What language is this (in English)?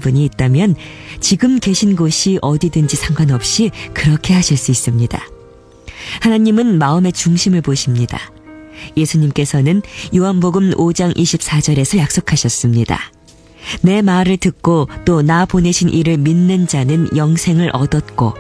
Korean